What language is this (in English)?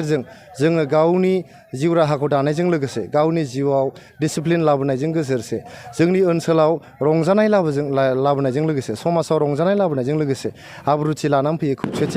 Bodo